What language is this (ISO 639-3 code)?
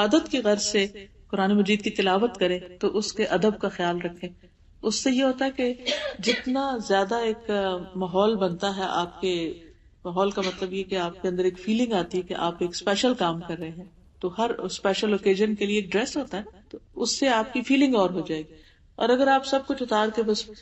urd